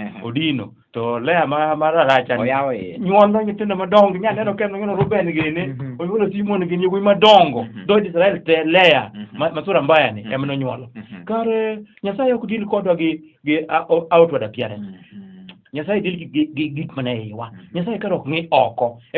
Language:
Luo (Kenya and Tanzania)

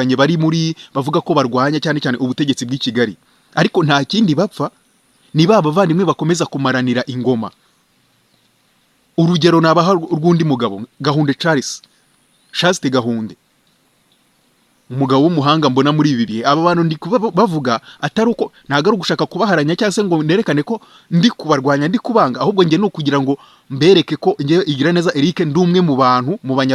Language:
Kinyarwanda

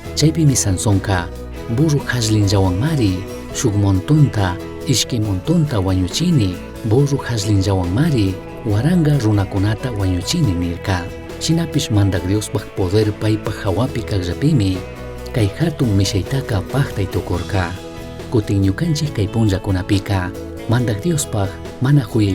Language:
Chimborazo Highland Quichua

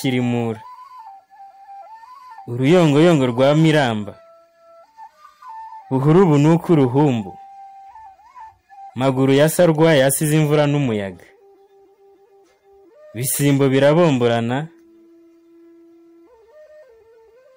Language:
Kinyarwanda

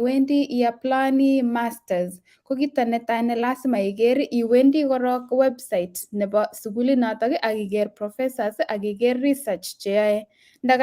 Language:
Kalenjin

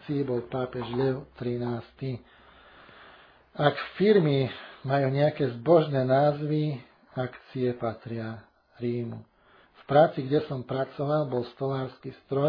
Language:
Slovak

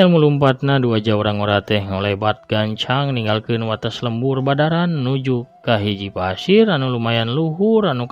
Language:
Sundanese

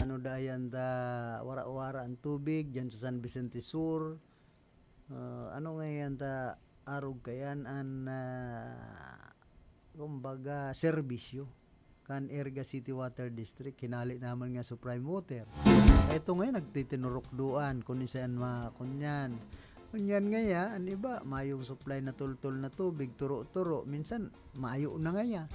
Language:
Bikol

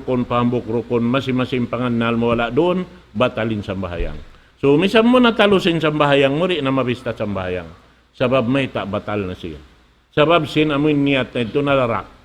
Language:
Tausug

